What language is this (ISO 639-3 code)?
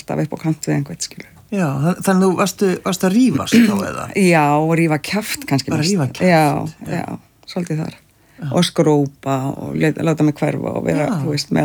isl